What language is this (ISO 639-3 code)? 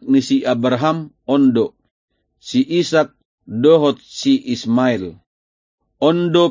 bbc